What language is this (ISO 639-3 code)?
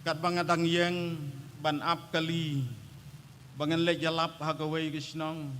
kha